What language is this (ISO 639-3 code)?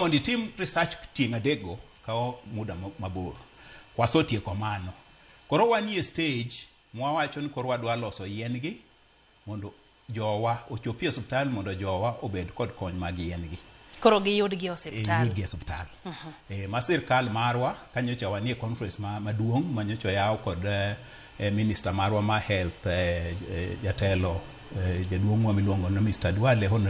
luo